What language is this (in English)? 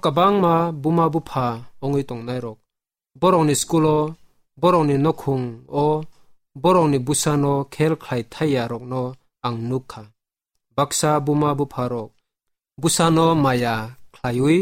Kok Borok